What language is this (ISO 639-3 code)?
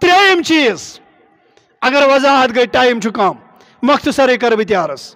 kas